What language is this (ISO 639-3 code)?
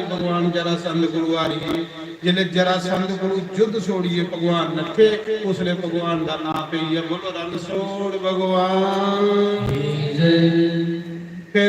doi